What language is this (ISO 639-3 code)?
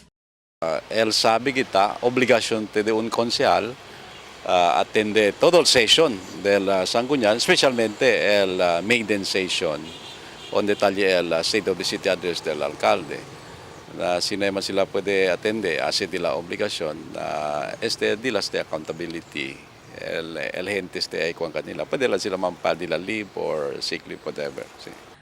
cbk